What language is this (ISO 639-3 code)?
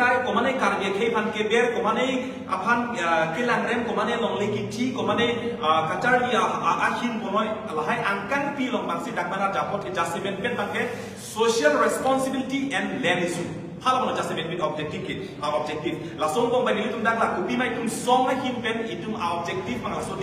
mjw